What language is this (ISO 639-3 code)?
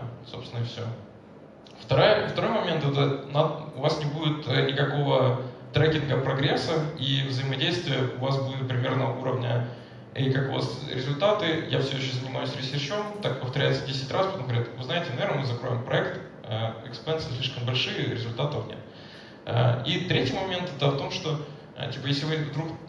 rus